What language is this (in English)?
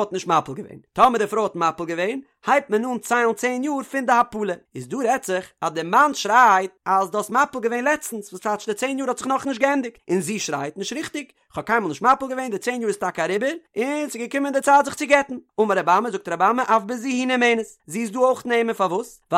Yiddish